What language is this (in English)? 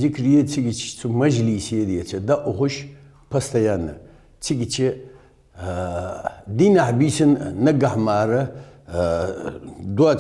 Ingush